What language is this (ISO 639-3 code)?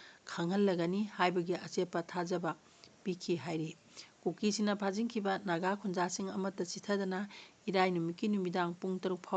mni